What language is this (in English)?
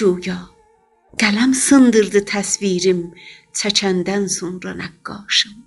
South Azerbaijani